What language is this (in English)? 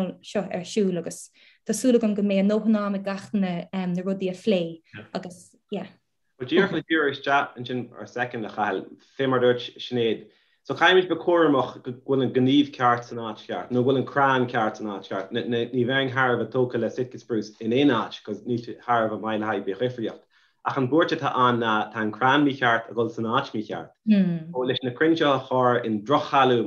Irish